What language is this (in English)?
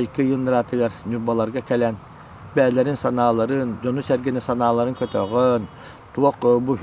Yakut